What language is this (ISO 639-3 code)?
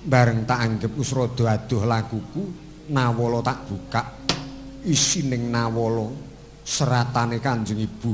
jav